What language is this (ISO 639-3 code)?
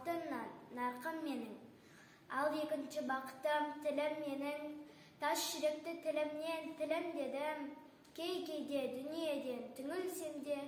kaz